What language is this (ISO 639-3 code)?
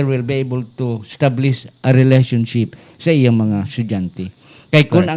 hil